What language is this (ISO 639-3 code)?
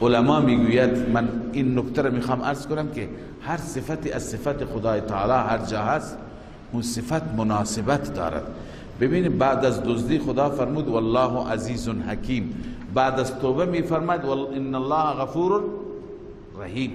fas